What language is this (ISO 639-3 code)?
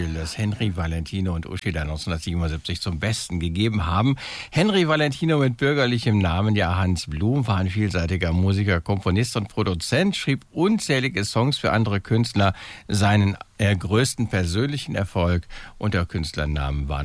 deu